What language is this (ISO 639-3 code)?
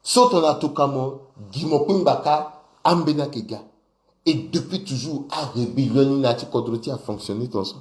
sag